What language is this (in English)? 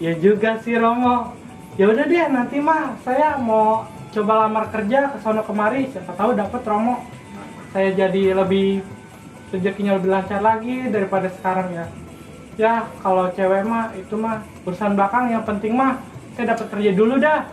Betawi